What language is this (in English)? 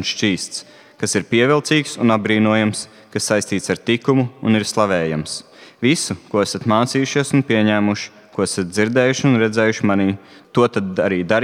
Latvian